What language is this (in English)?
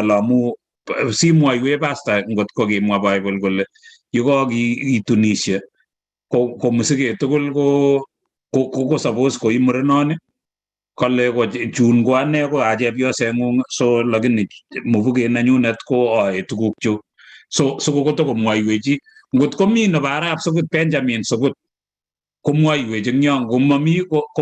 Kalenjin